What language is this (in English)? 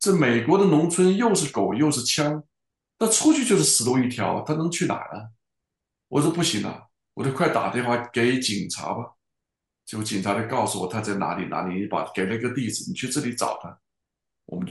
Chinese